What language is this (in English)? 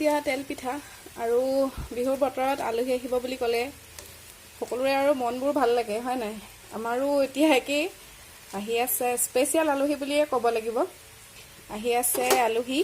Assamese